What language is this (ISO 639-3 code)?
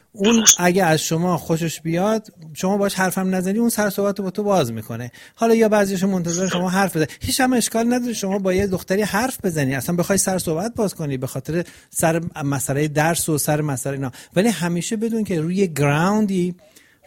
fas